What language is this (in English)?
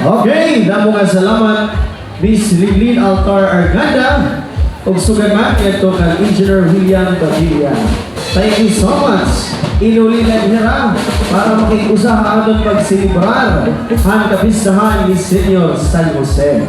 Waray